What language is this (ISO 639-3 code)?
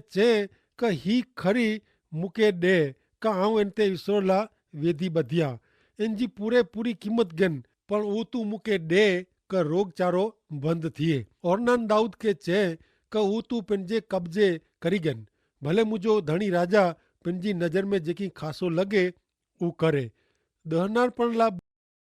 kfr